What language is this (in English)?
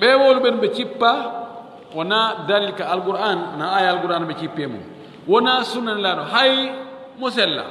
Fula